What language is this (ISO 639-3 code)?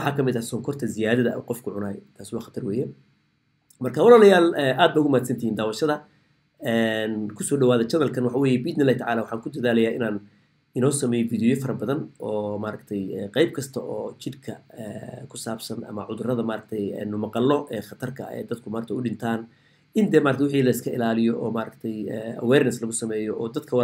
som